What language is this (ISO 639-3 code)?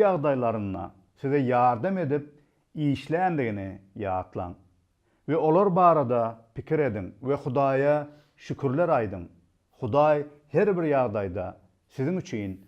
tuk